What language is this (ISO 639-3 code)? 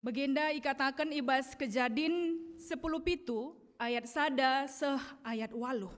btx